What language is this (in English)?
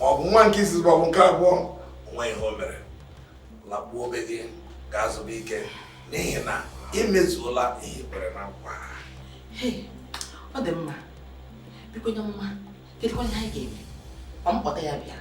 Igbo